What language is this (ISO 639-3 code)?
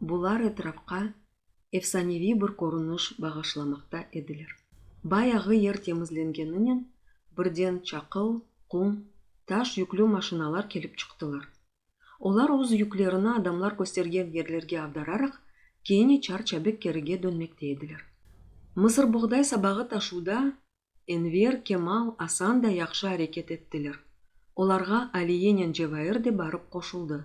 crh